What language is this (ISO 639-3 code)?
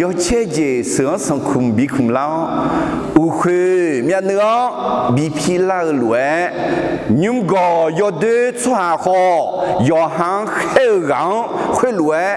ahk